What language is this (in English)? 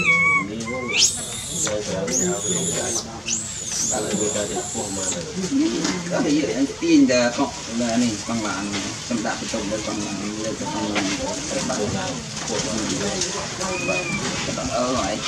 Vietnamese